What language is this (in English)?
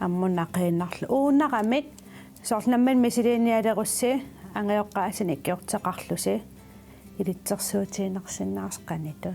Kalaallisut